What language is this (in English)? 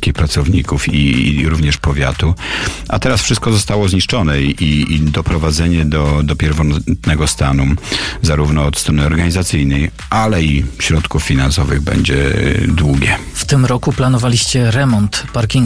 Polish